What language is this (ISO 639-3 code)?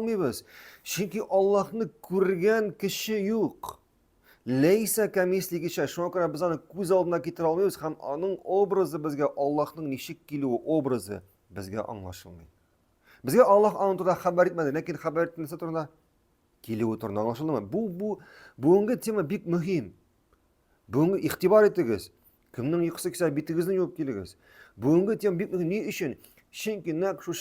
tat